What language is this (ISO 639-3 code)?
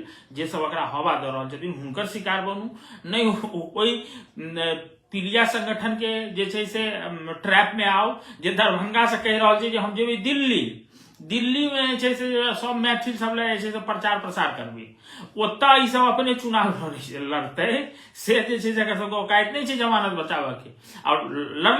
mai